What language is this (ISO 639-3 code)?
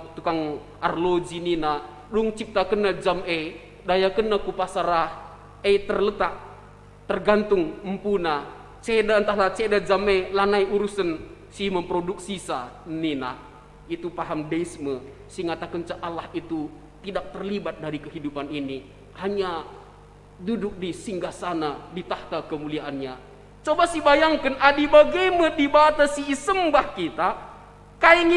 btx